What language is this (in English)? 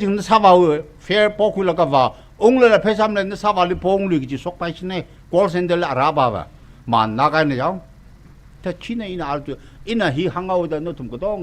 Tangkhul Naga (India)